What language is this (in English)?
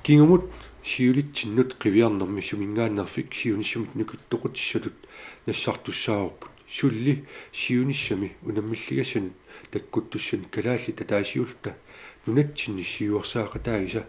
Kalaallisut